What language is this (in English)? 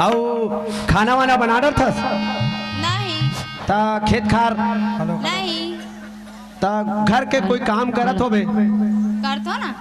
Chhattisgarhi